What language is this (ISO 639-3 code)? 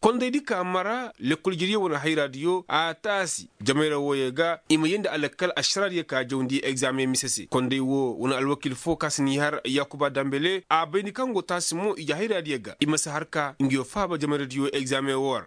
ses